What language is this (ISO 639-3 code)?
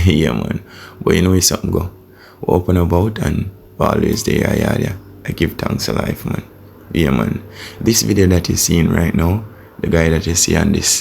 jam